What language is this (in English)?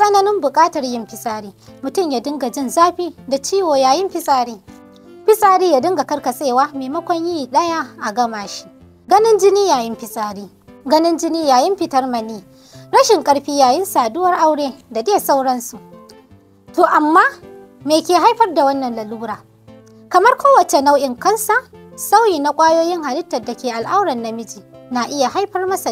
Hausa